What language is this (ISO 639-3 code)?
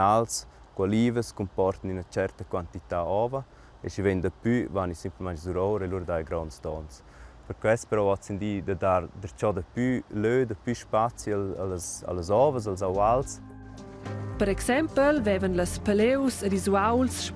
roh